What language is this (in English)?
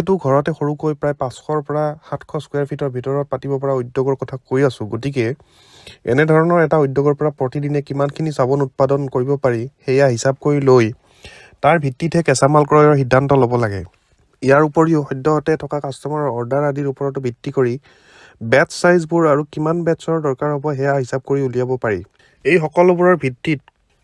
Assamese